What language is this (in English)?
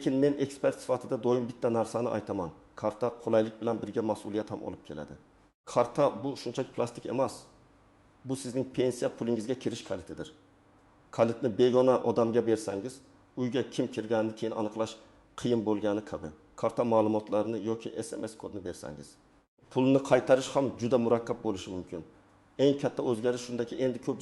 Uzbek